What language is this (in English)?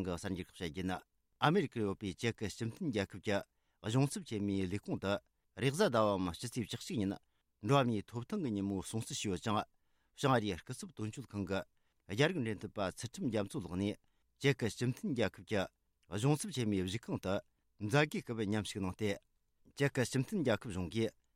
Tibetan